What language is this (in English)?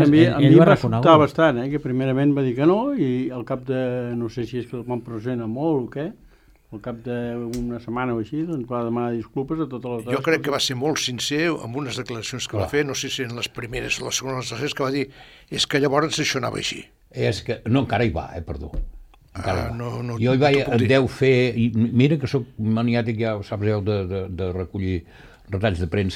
Catalan